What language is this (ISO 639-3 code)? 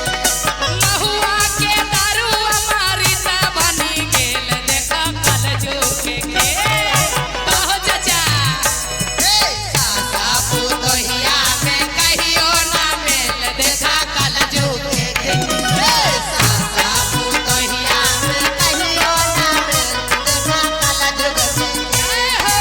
mag